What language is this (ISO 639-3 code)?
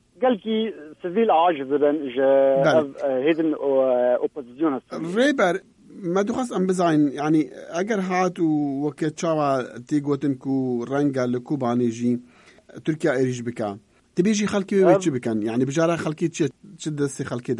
kur